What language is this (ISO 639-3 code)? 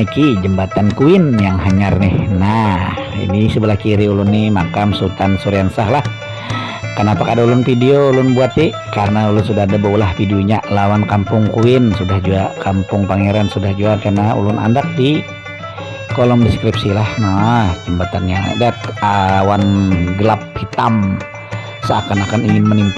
bjn